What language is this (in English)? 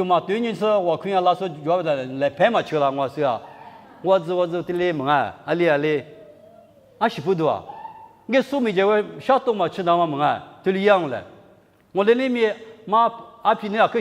Lisu